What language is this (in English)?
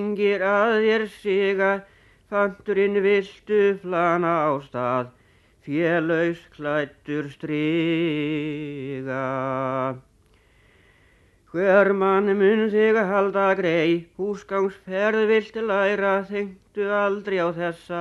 Icelandic